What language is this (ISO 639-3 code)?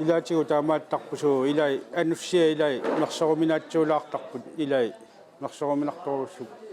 kal